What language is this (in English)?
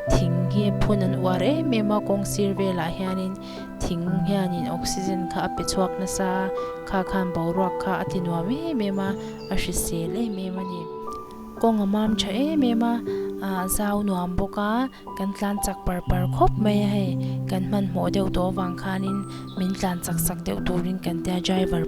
Mizo